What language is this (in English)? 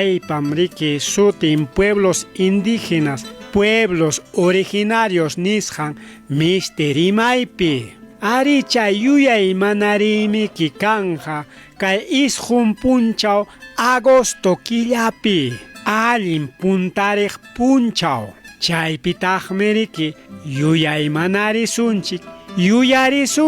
Ayacucho Quechua